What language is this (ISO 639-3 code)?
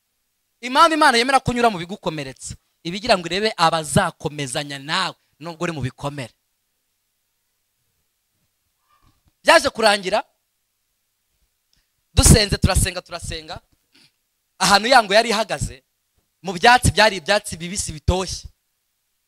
kin